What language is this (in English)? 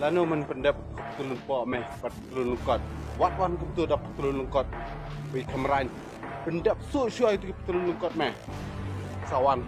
Khasi